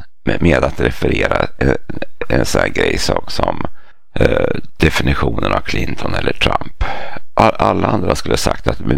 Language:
Swedish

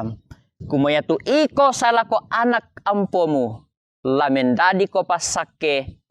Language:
Toraja-Sa'dan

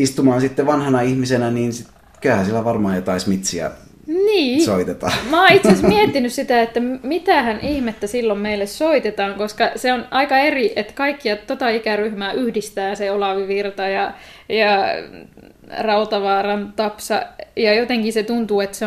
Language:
Finnish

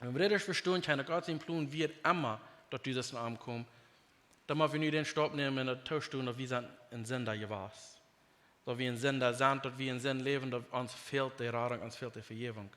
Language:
Plautdietsch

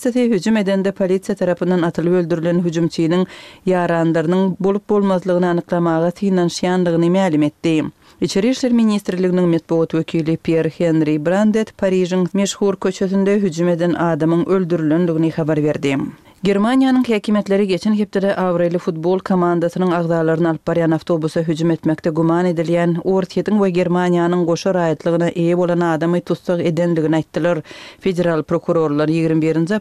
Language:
Turkmen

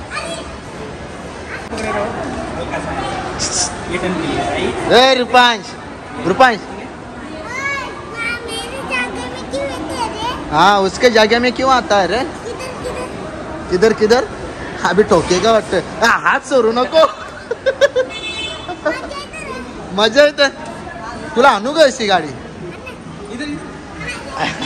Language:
Marathi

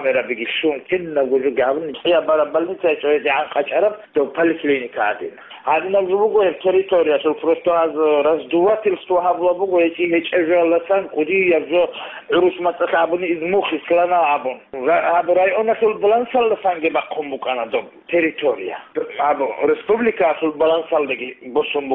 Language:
Avaric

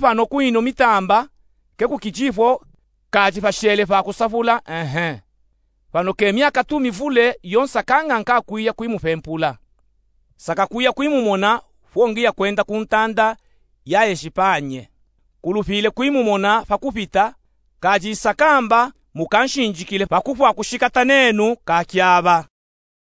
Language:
Luba-Katanga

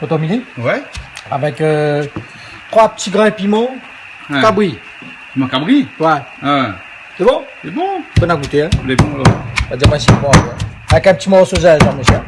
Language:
Réunion Creole French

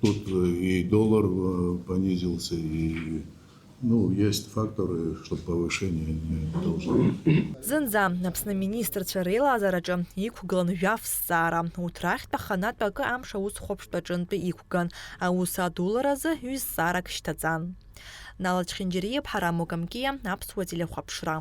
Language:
Abkhazian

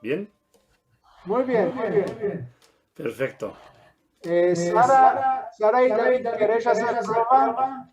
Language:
Ladino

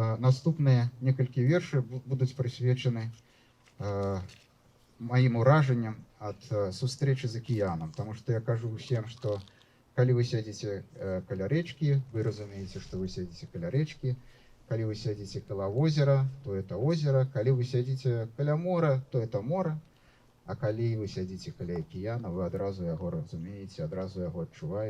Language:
Belarusian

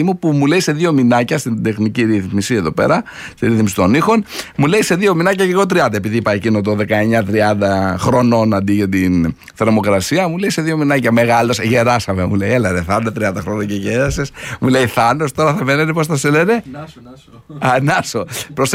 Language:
Greek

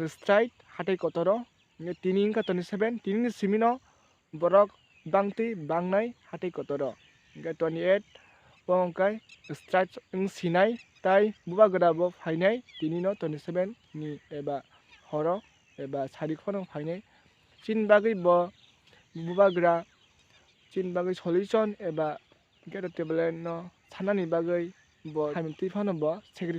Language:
Kok Borok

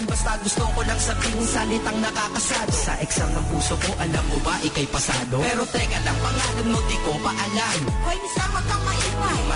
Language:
Filipino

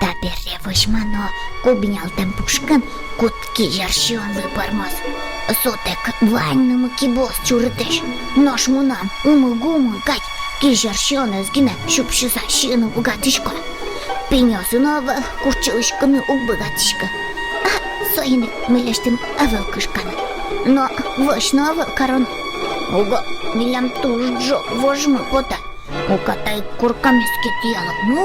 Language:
Udmurt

